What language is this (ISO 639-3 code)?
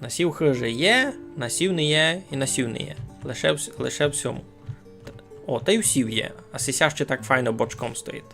rue